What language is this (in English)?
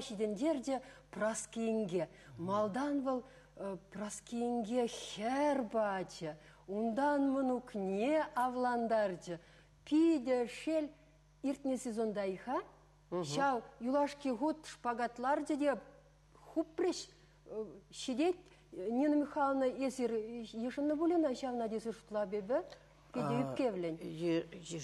Chuvash